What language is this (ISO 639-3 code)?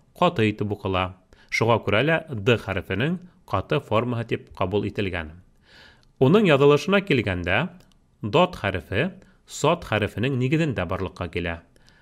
bak